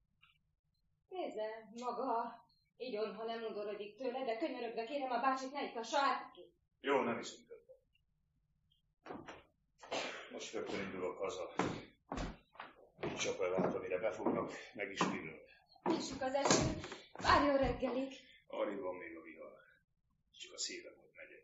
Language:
Hungarian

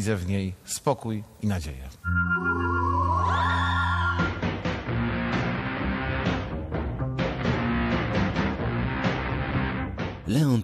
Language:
Polish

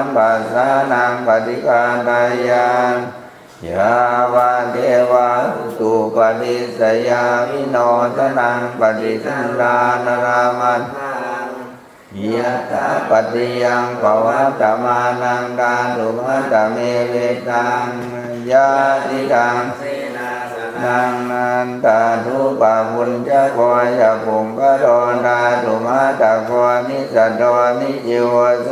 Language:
Pali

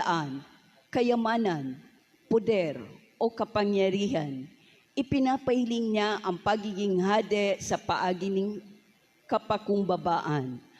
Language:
Bikol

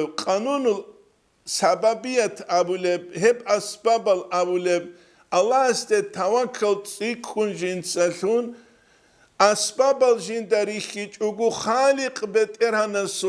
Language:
Avaric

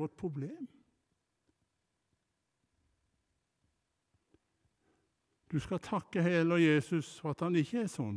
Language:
Norwegian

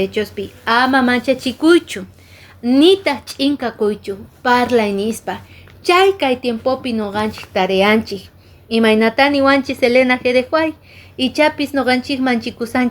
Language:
Quechua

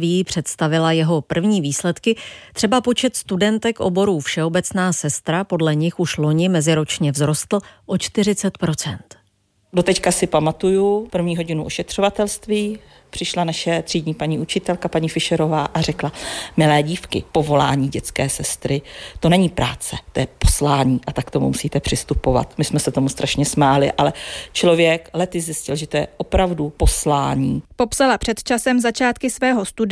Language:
Czech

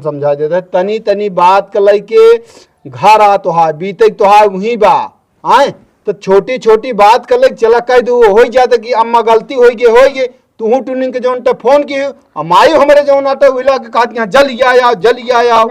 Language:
Awadhi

